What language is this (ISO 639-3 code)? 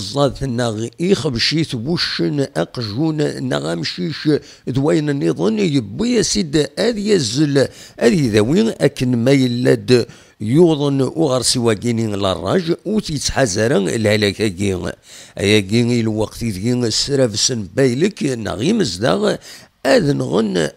kab